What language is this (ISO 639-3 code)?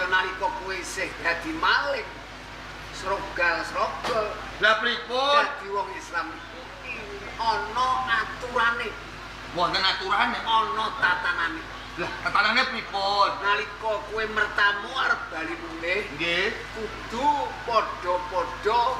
jav